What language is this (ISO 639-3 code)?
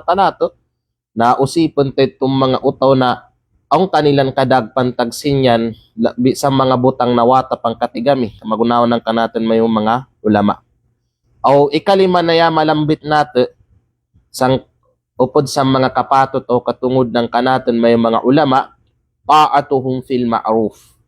kqe